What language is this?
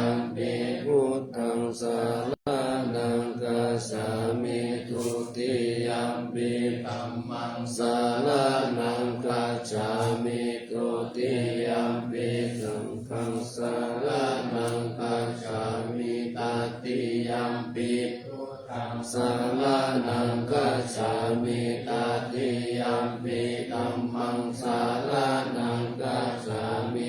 Pali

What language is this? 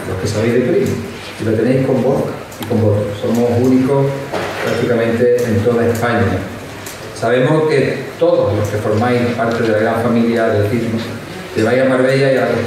Spanish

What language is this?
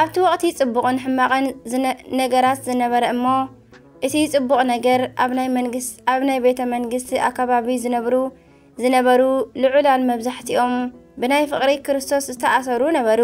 Tigrinya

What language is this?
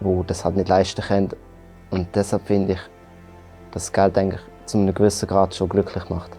Swiss German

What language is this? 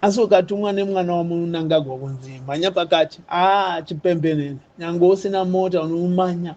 Shona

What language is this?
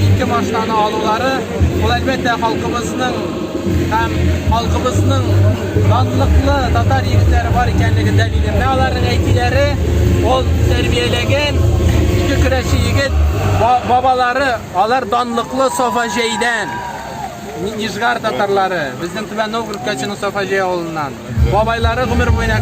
Tatar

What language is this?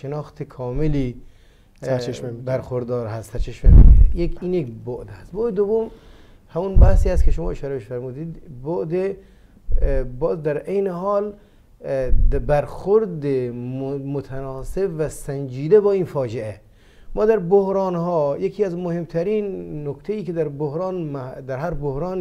Persian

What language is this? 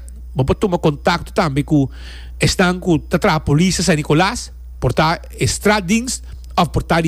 Papiamento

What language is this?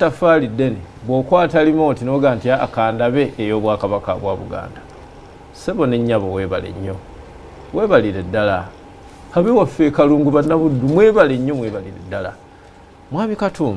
Ganda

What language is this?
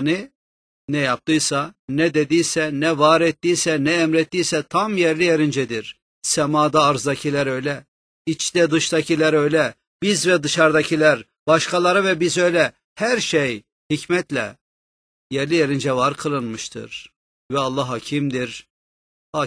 Turkish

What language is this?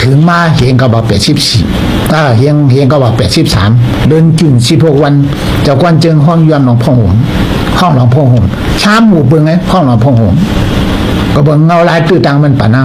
Shan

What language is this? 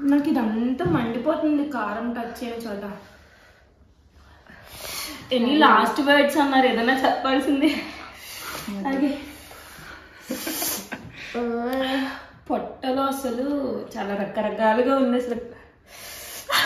Telugu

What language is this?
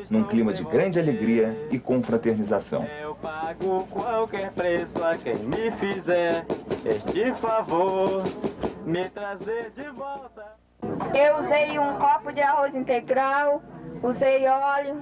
Portuguese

